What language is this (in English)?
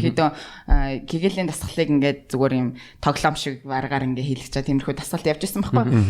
Mongolian